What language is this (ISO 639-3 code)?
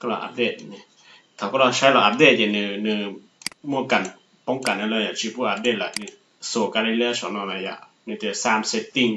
hmn